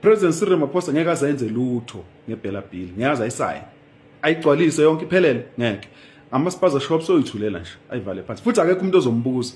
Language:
Zulu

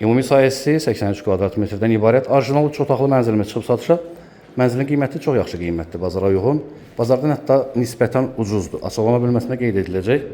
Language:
Azerbaijani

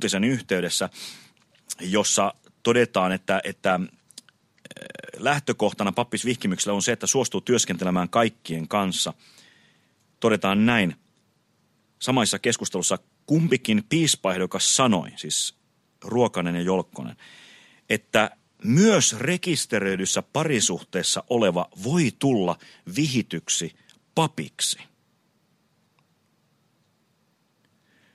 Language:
Finnish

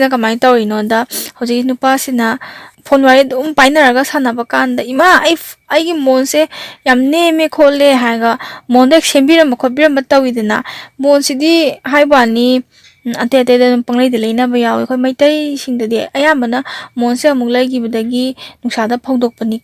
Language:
Manipuri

